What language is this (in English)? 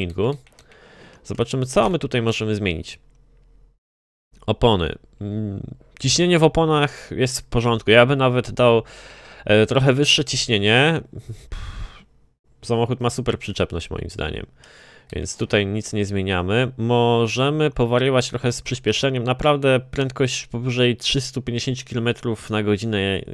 Polish